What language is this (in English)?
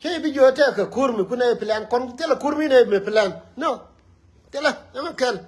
Nuer